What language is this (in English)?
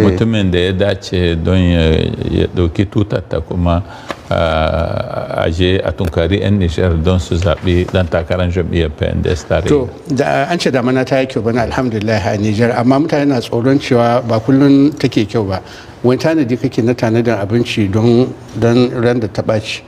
Hausa